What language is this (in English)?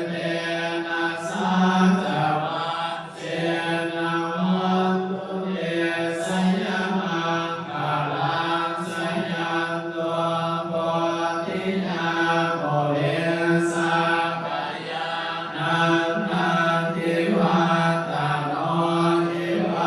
Pali